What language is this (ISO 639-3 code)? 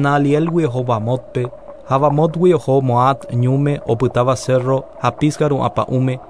grn